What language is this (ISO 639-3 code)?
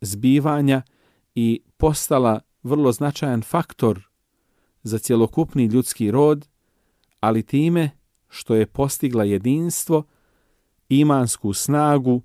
bos